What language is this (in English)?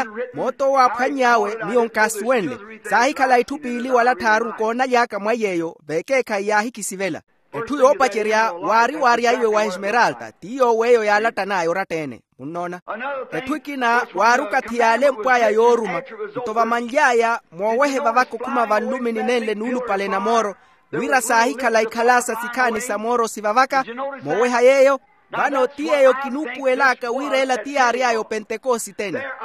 Makhuwa